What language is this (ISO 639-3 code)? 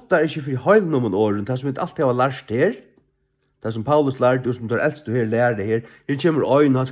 fao